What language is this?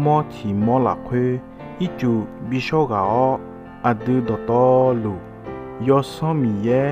Akha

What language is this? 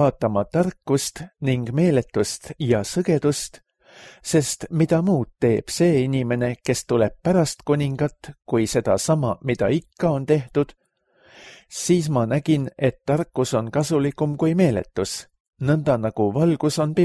Estonian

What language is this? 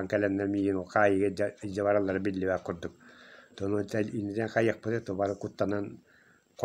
Yakut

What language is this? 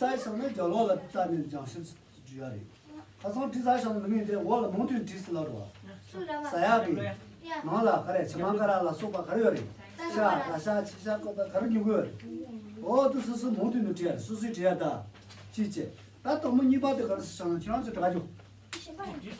Tibetan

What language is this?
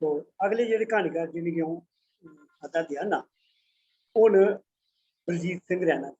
Dogri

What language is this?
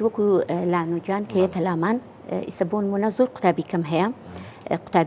Central Kurdish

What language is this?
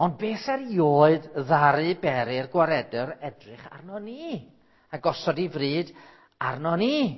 Welsh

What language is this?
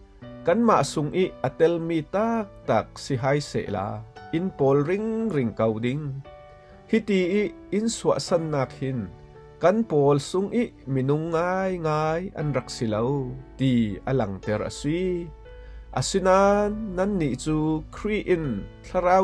Falam Chin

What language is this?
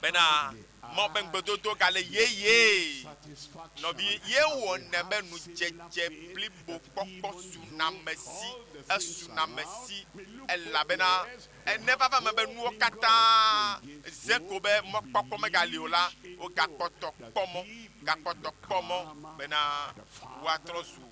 Ewe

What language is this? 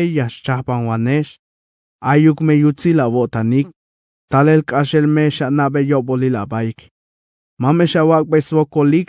Tzeltal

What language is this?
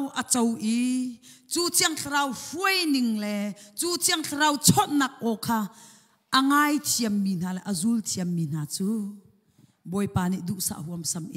Hakha Chin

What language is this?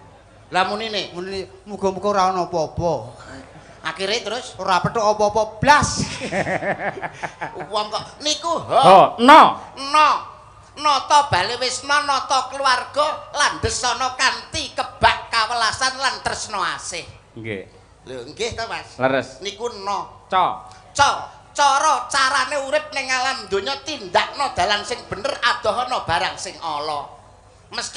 Javanese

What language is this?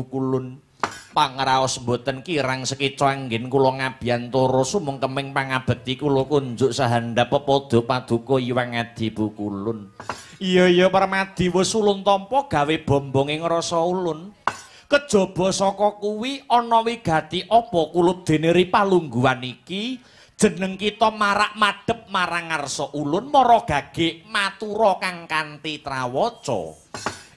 Javanese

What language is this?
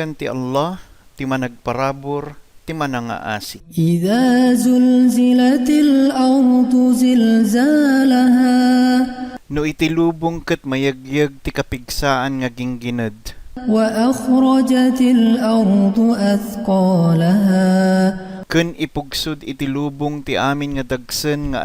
Iloko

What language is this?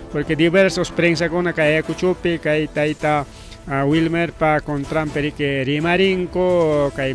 Ayacucho Quechua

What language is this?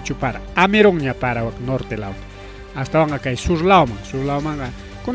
Ayacucho Quechua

